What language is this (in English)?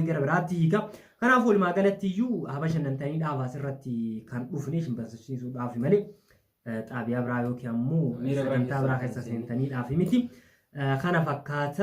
Oromo